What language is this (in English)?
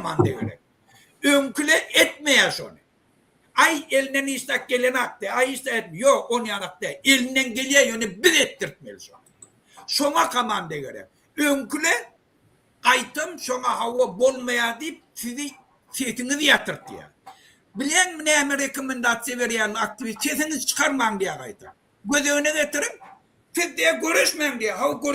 Turkmen